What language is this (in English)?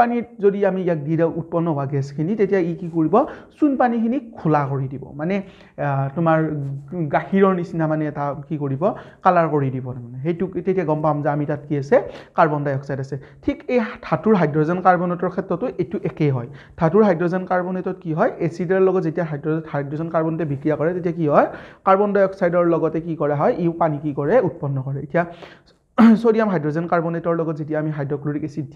Assamese